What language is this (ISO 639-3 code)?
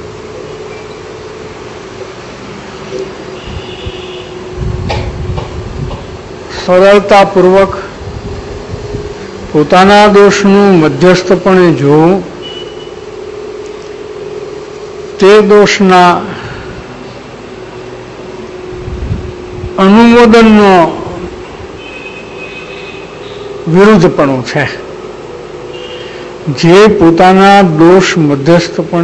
guj